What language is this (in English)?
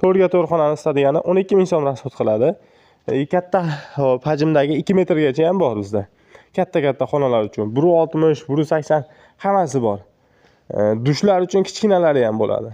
Uzbek